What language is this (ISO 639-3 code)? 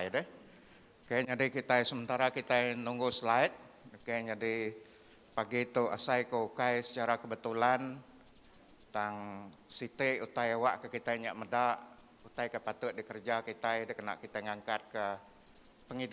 iba